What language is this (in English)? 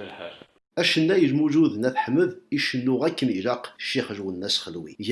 Kabyle